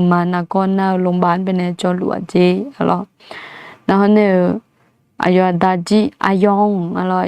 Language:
Akha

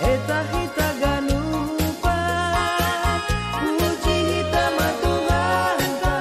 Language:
Batak Simalungun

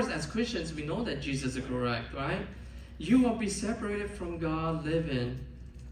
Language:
Lahu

